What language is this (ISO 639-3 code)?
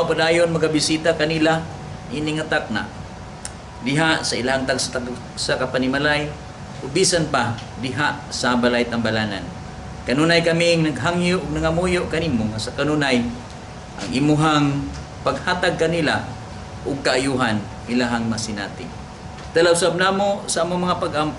ceb